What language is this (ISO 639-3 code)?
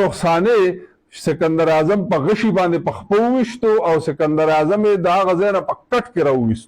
pus